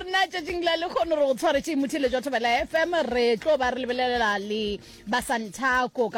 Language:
Northern Sotho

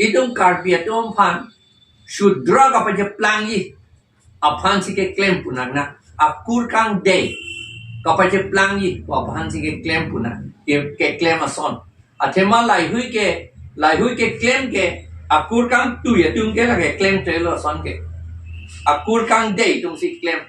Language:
Karbi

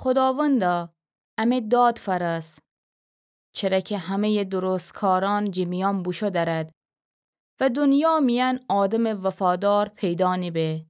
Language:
Gilaki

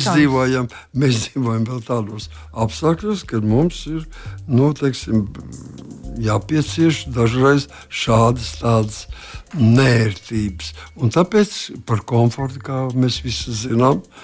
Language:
Latvian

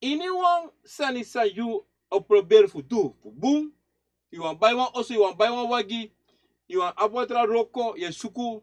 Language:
Sranan Tongo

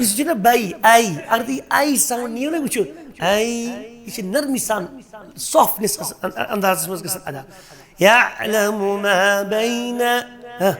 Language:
Kashmiri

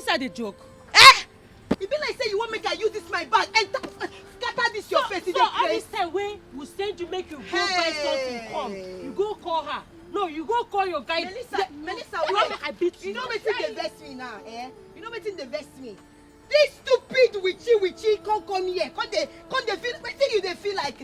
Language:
Nigerian Pidgin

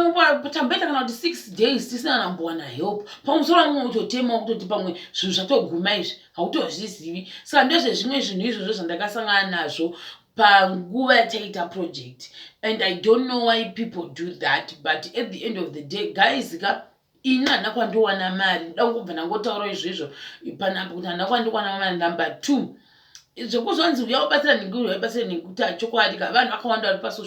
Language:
Shona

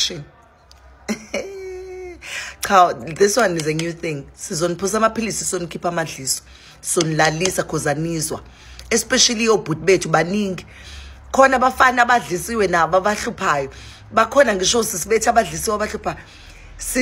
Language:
Zulu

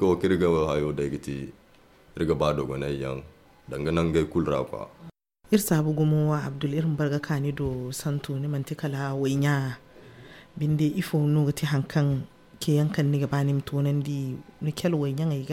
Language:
Zarma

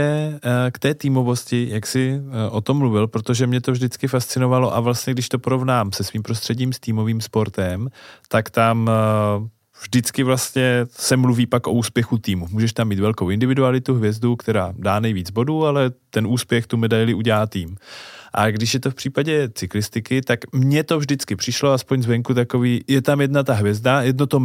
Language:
Czech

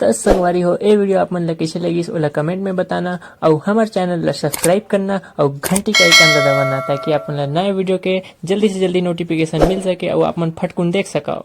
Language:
Chhattisgarhi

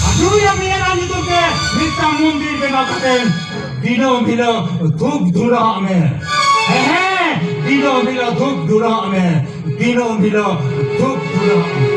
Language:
Santali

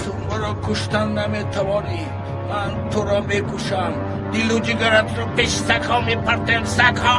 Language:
Tajik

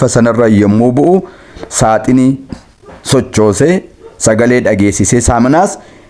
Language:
Oromo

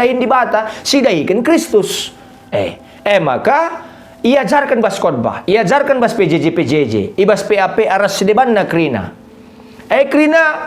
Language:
Batak Karo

